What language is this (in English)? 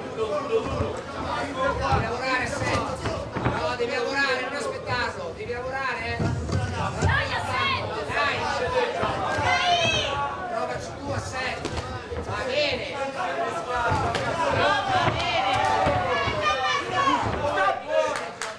Italian